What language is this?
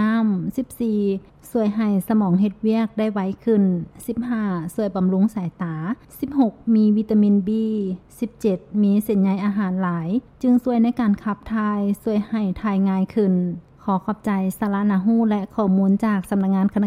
Lao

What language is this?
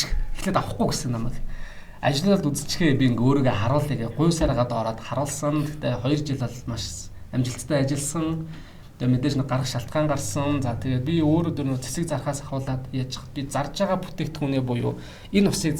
Mongolian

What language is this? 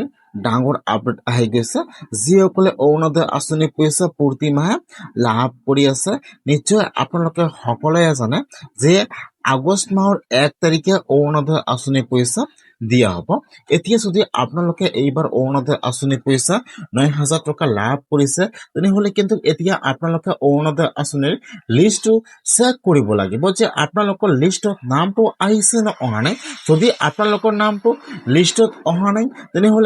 Assamese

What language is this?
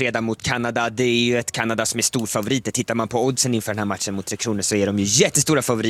Swedish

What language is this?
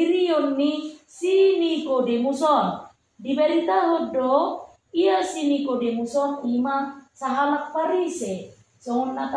Batak Toba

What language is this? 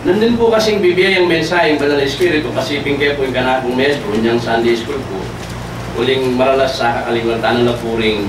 Pampanga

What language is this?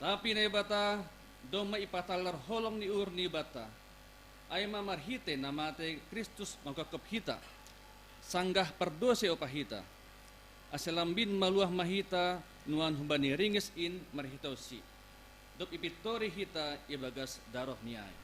Batak Simalungun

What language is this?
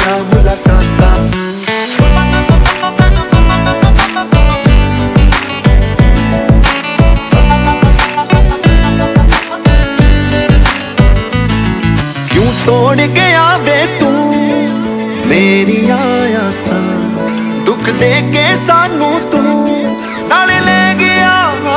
Punjabi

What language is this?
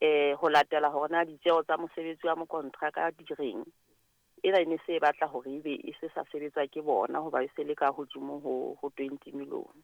Southern Sotho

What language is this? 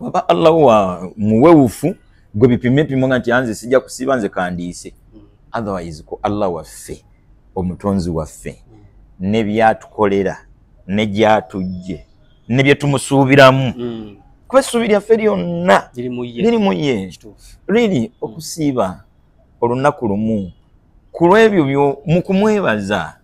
Ganda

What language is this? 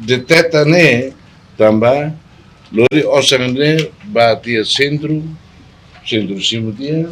Tetum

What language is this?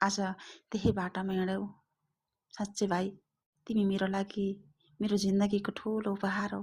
Nepali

